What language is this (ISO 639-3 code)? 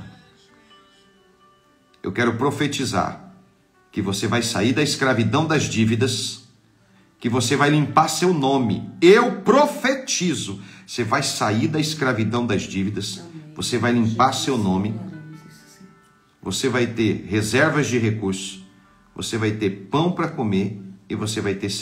por